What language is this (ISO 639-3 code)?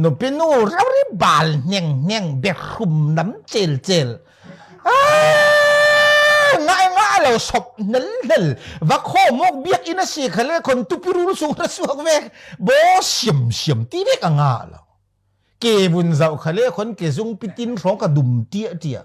cfm